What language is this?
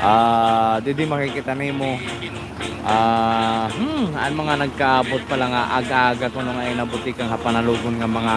Waray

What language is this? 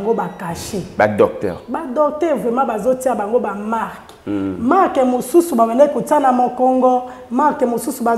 Lingala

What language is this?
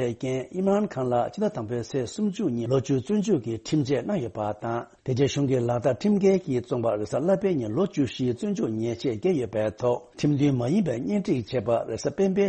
Tibetan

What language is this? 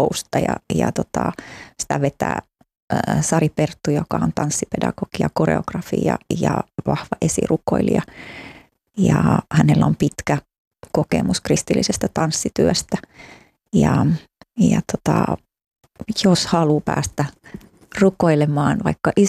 Finnish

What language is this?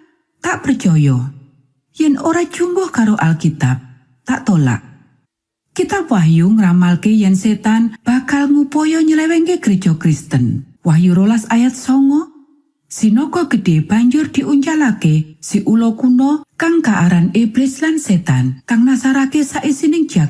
Javanese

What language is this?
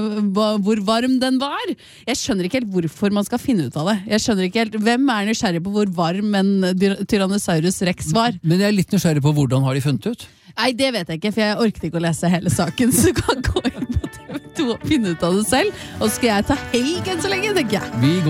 Norwegian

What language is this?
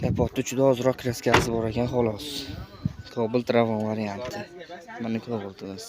Uzbek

